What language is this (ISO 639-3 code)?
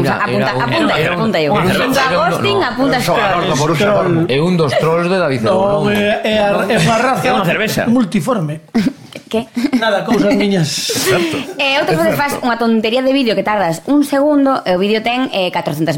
glg